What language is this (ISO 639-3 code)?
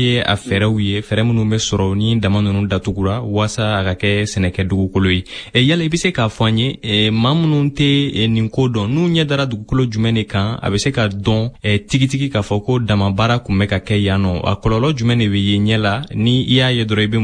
bam